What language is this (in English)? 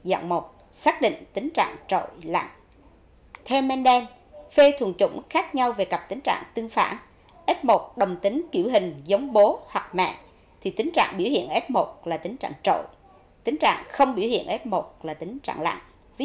Vietnamese